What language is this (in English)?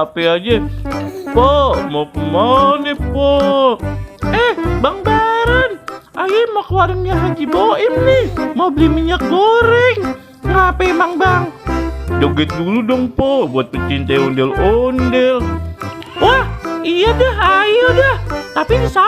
Betawi